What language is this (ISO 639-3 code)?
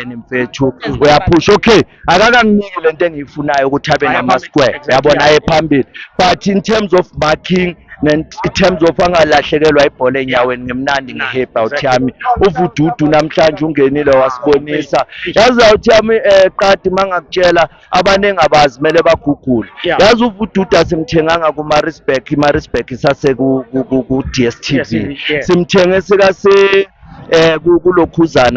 zul